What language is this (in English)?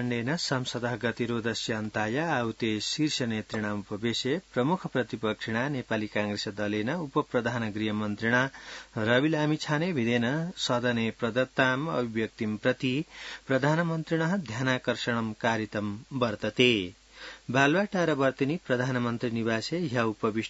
Sanskrit